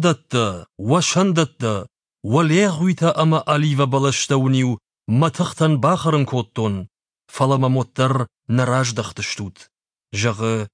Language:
Ossetic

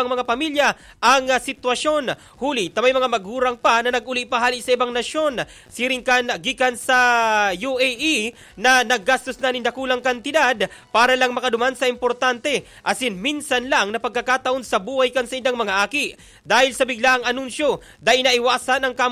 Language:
Bikol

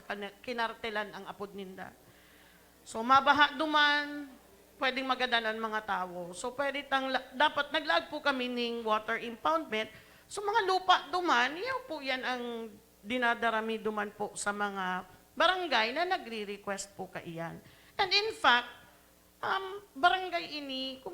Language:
Bikol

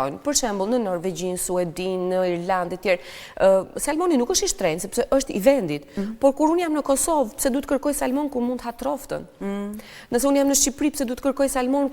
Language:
Albanian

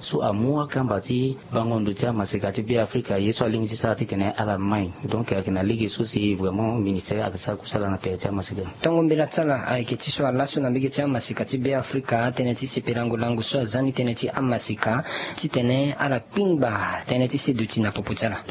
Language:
Sango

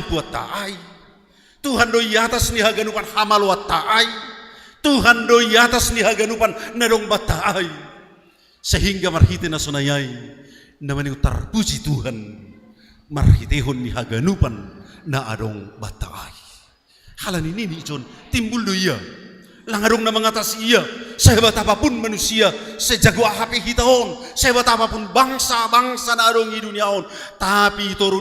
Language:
Batak Simalungun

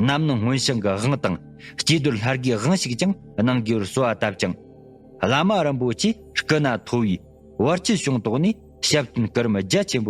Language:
Tibetan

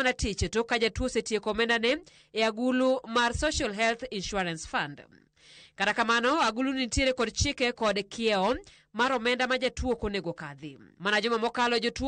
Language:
Luo (Kenya and Tanzania)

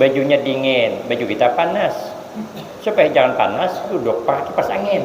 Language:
Banjar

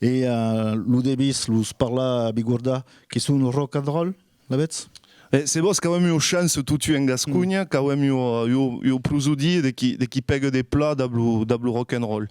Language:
Occitan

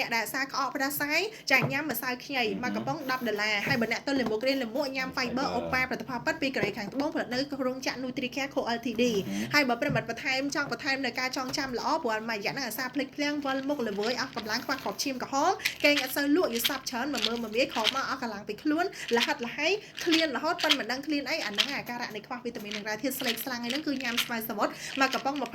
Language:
Khmer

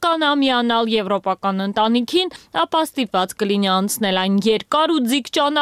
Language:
Armenian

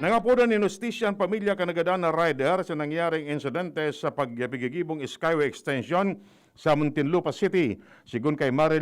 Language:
Bikol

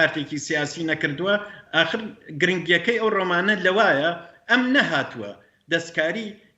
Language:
Central Kurdish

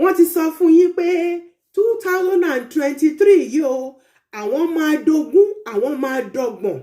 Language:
Yoruba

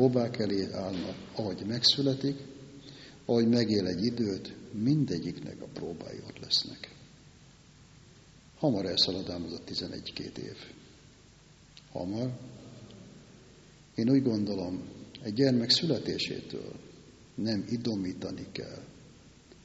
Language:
Hungarian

